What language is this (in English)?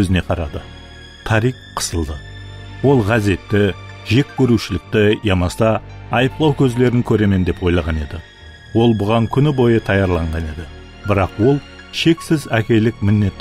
Kara-Kalpak